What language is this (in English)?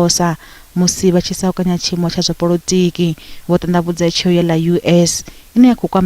Venda